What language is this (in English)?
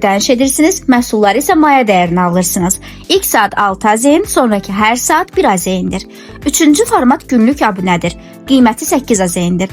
Azerbaijani